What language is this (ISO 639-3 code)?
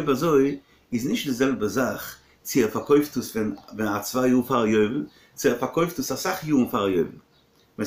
yid